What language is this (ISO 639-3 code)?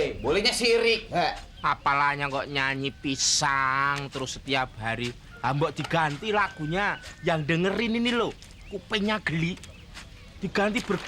bew